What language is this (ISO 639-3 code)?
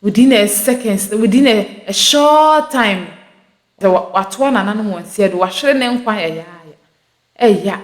aka